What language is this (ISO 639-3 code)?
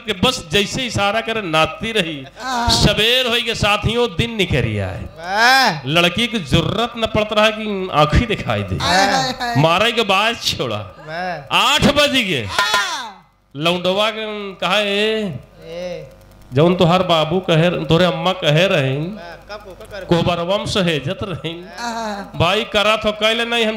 bho